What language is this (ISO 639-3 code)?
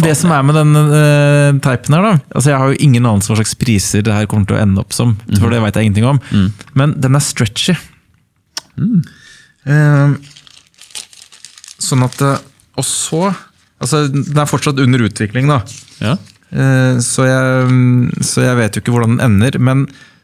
nor